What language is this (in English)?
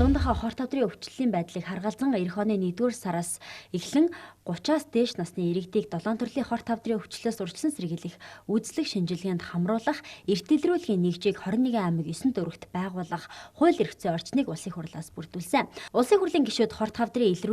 Mongolian